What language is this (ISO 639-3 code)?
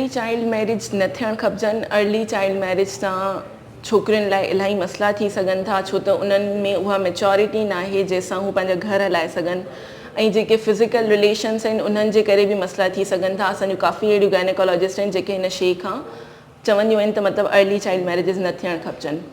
snd